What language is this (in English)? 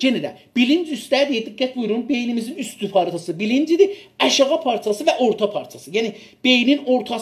South Azerbaijani